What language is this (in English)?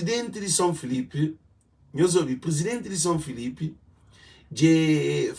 Kabuverdianu